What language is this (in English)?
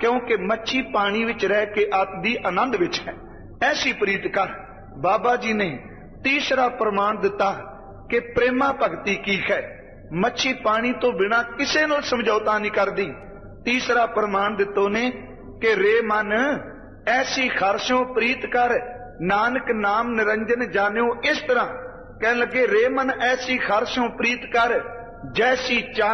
Punjabi